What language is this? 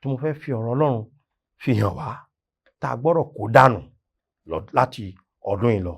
Yoruba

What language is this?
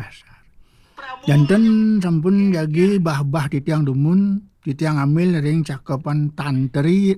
Balinese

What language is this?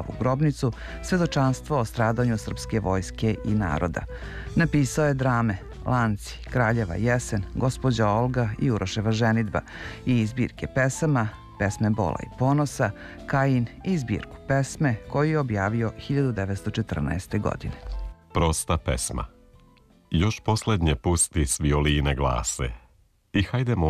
Serbian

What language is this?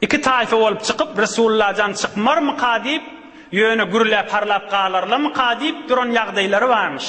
Turkmen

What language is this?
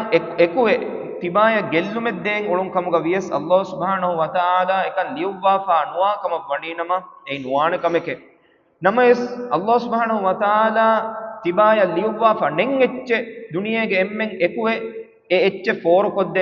Divehi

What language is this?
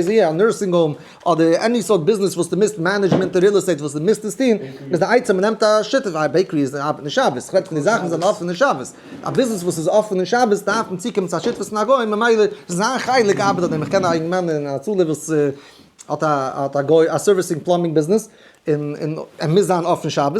Yiddish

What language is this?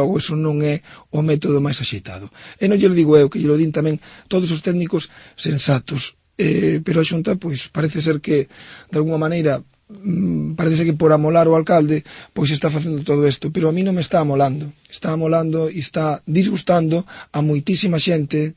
Galician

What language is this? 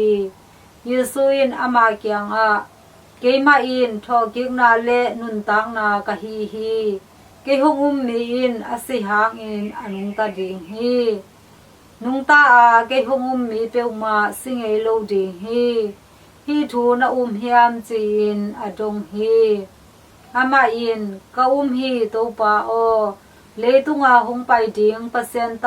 Tedim Chin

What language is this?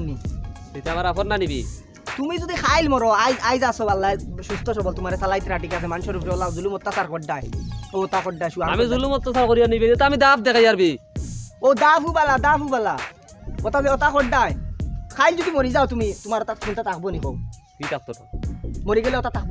Sylheti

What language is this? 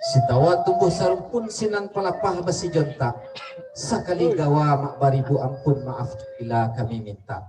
Minangkabau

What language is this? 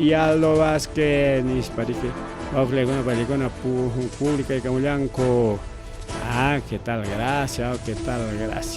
Ayacucho Quechua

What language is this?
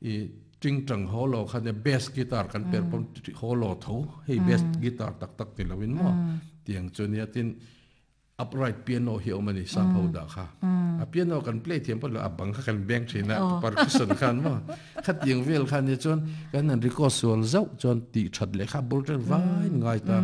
Mizo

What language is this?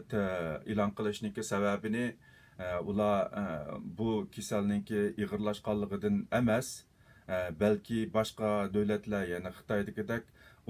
Uyghur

